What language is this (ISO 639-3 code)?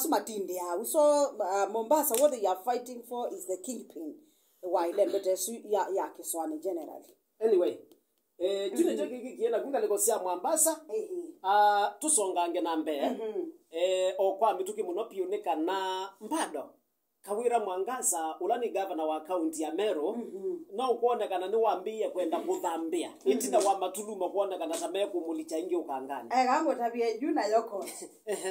kam